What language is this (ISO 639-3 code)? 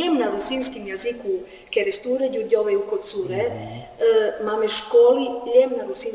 rue